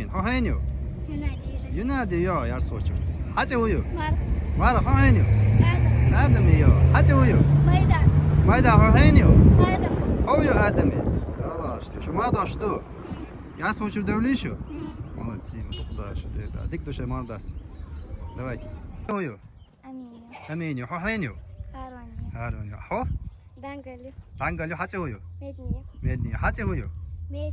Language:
Chechen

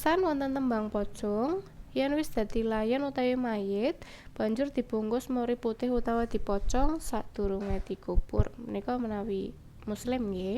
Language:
Javanese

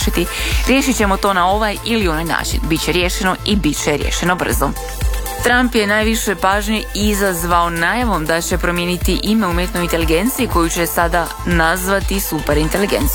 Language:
Croatian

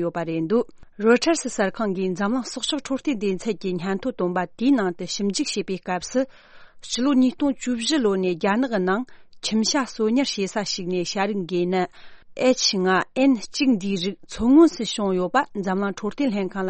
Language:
Tibetan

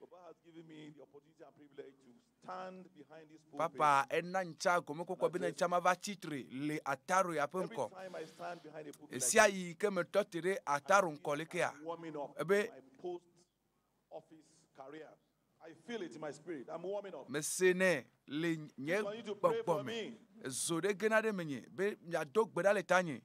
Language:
Ewe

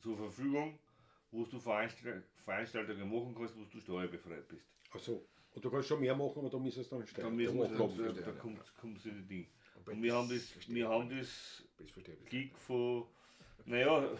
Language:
Bavarian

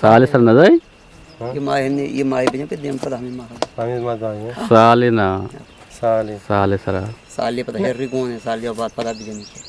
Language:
Eastern Balochi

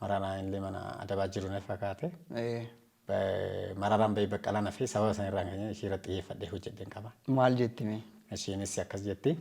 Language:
Oromo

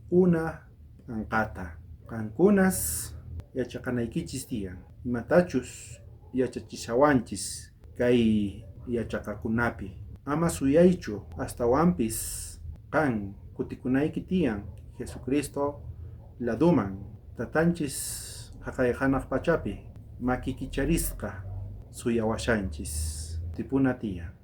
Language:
South Bolivian Quechua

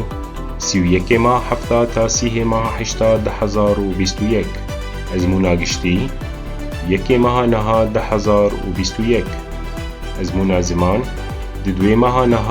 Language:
Kurdish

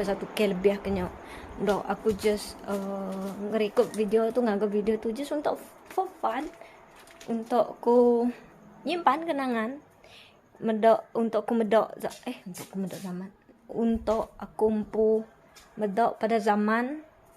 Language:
Iban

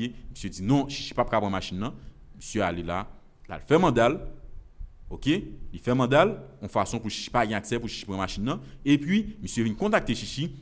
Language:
Haitian Creole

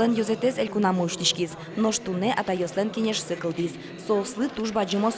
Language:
Udmurt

